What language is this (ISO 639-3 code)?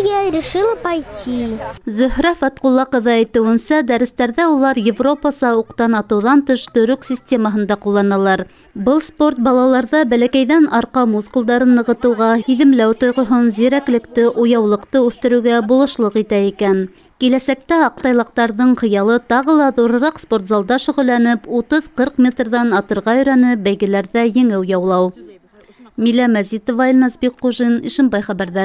bak